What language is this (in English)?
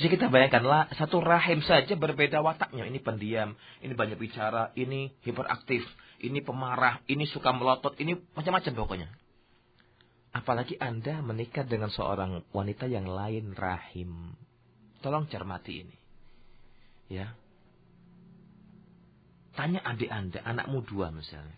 Indonesian